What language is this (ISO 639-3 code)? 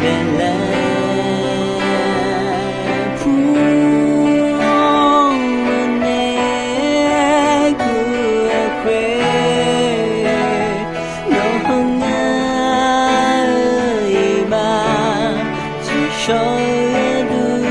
ahk